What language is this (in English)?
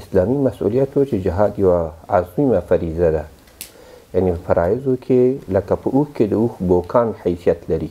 Pashto